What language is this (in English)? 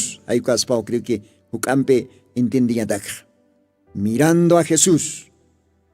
Aymara